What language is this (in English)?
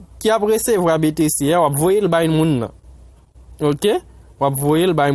Haitian Creole